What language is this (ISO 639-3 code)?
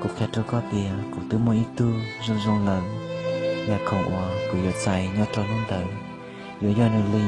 hmn